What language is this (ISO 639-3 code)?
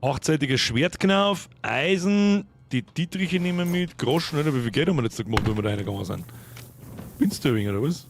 bar